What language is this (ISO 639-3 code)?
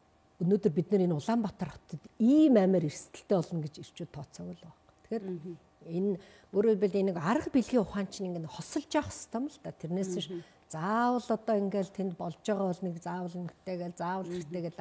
mon